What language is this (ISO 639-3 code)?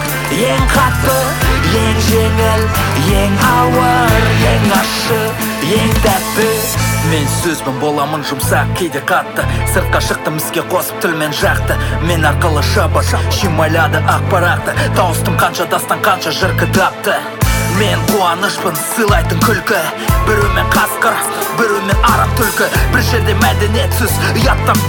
kaz